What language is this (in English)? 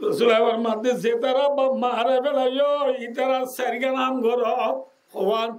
Rohingya